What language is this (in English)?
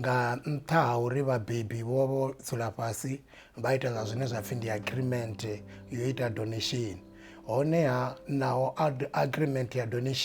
Venda